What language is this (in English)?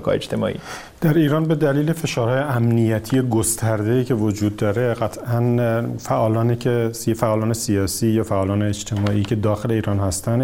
Persian